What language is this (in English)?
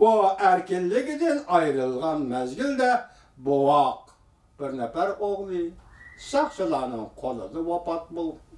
Uyghur